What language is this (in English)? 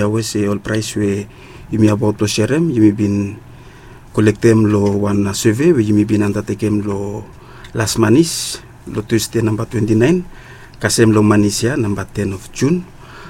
Bislama